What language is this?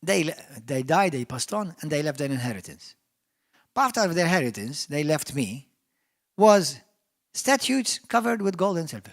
English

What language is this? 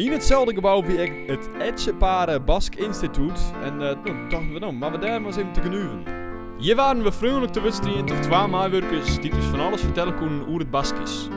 Western Frisian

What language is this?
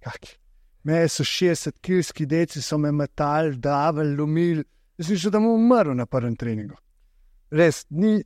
Slovenian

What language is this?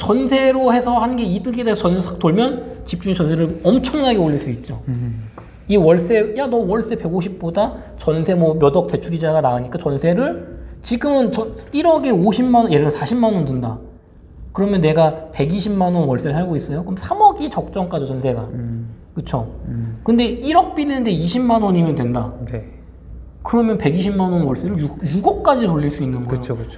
Korean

